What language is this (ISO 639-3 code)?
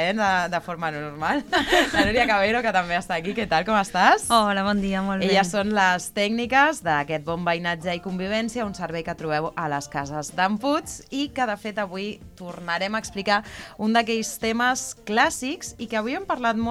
cat